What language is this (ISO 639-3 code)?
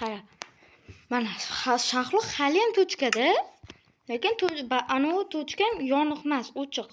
uzb